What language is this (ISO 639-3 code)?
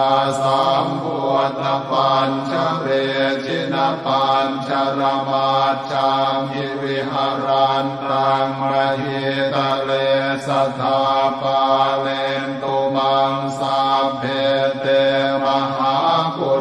pli